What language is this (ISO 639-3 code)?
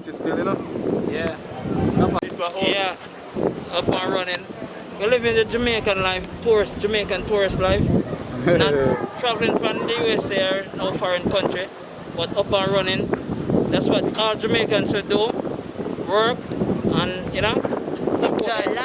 jam